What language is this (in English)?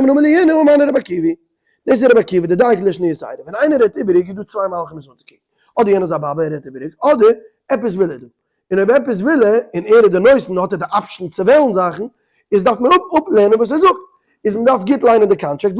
Yiddish